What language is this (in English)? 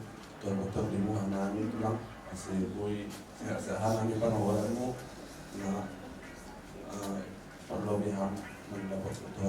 Batak Simalungun